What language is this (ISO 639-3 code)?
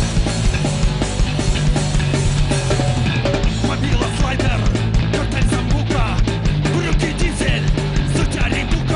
ukr